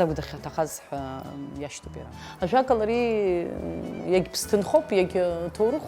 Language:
Abkhazian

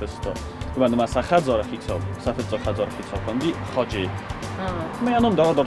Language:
Ossetic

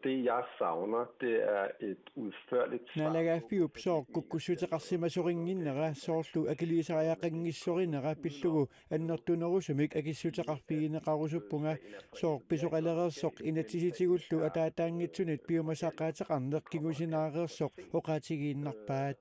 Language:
Kalaallisut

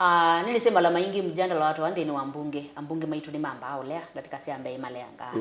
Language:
Kamba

